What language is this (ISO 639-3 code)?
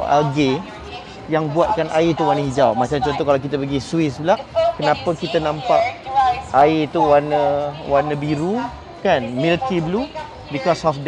msa